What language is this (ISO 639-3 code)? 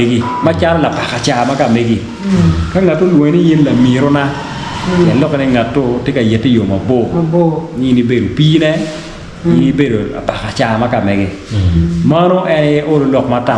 ach